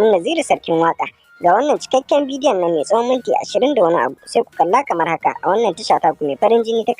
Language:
Hausa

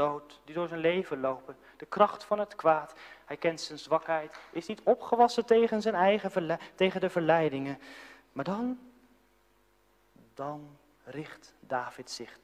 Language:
Dutch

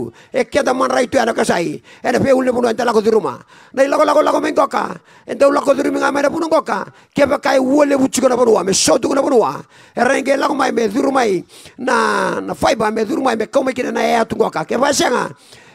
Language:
Fijian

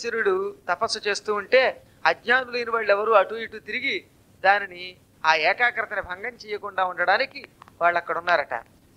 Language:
Telugu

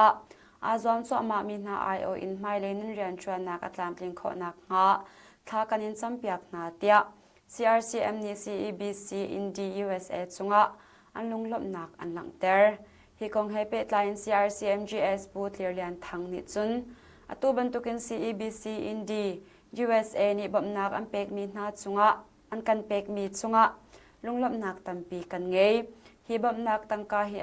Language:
Hakha Chin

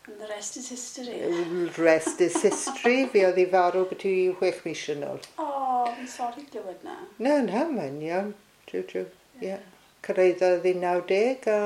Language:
Welsh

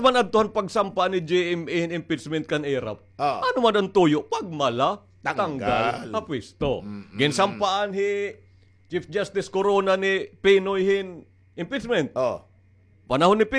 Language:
Waray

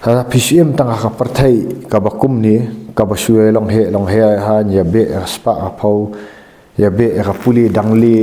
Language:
Khasi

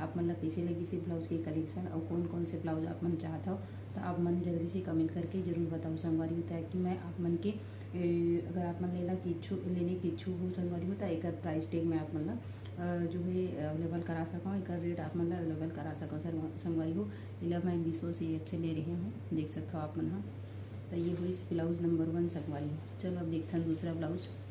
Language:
Chhattisgarhi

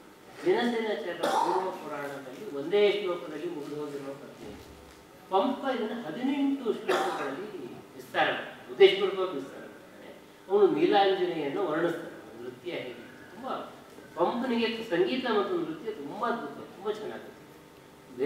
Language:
Kannada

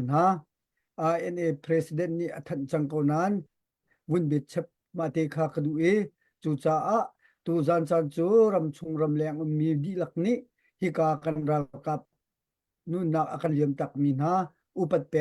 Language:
Hakha Chin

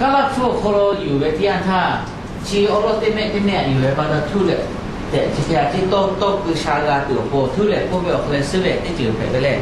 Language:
Lahu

